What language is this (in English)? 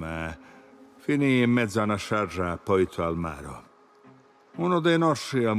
Sicilian